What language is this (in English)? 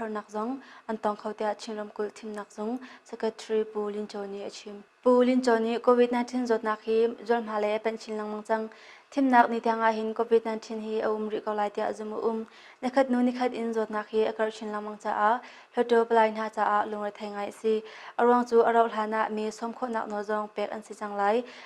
Hakha Chin